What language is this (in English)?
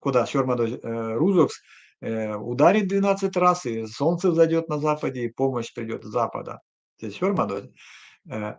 Erzya